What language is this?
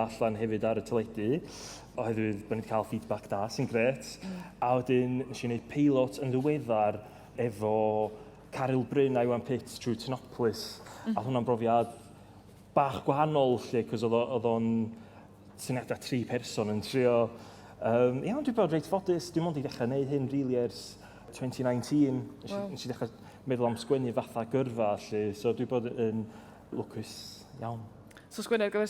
Welsh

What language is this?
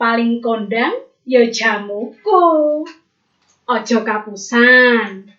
Javanese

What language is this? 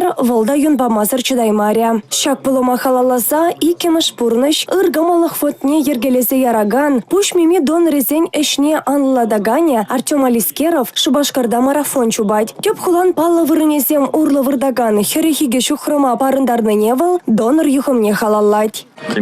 Chuvash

